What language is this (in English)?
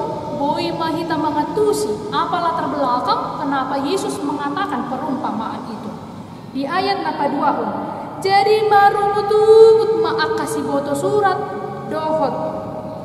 Batak Toba